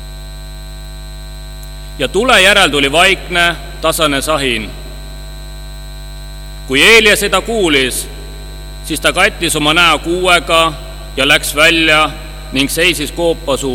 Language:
Estonian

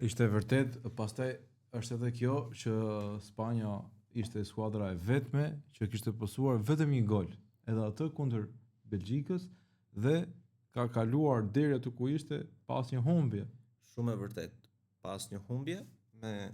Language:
Albanian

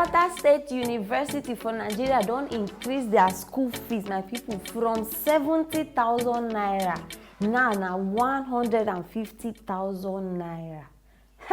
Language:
Nigerian Pidgin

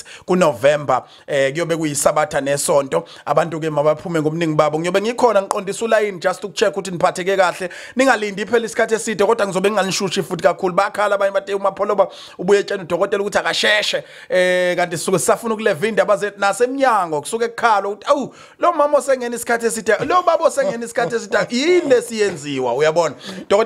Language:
Zulu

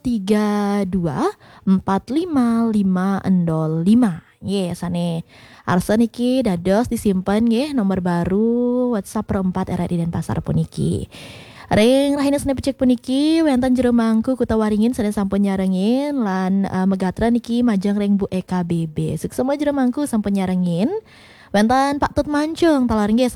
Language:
Balinese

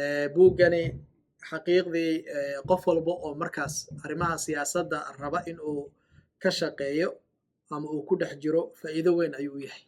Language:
Somali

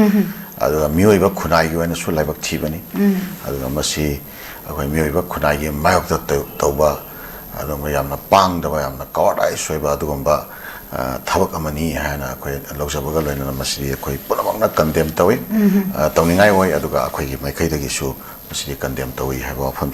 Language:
Manipuri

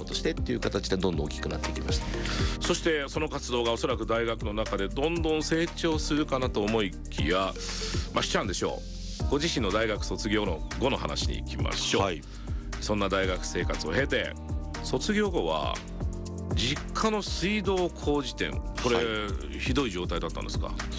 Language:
Japanese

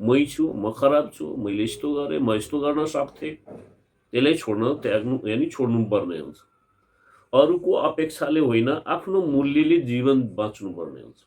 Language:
Nepali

